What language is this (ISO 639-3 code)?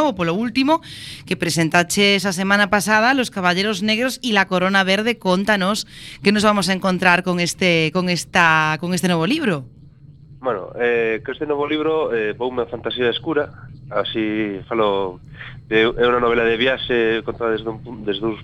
glg